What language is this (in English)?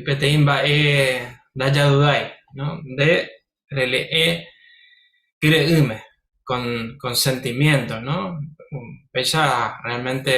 Guarani